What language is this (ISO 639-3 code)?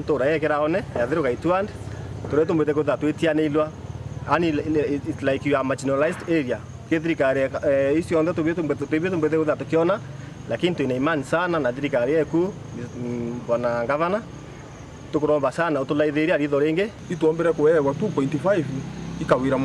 mer